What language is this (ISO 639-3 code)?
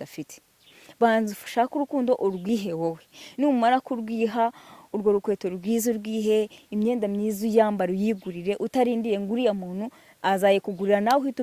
kin